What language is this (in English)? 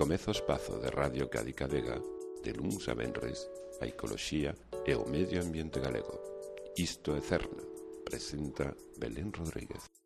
Galician